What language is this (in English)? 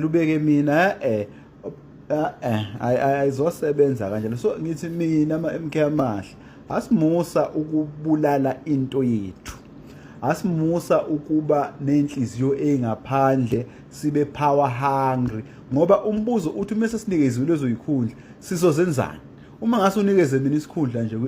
Zulu